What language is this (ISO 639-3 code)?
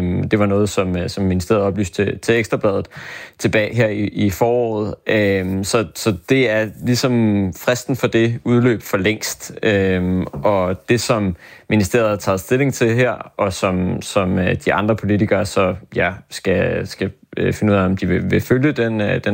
dan